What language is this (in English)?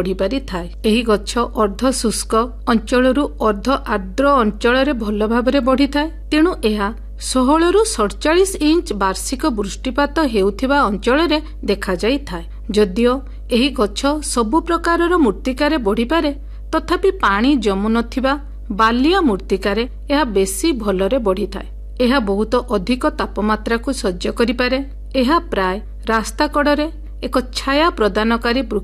Odia